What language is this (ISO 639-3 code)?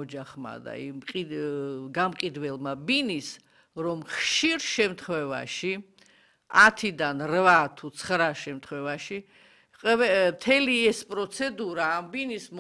kat